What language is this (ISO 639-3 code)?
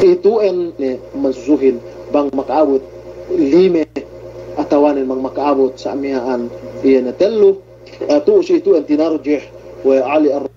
yka